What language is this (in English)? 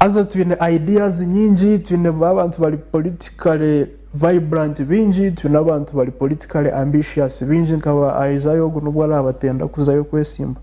Nyankole